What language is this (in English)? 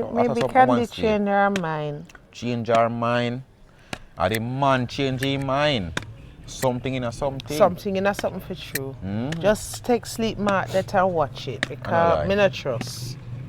Jamaican Creole English